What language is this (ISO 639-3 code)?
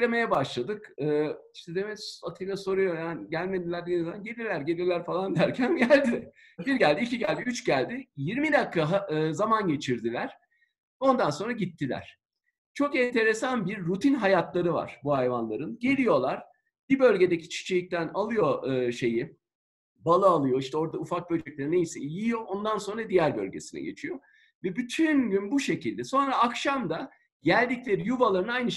tur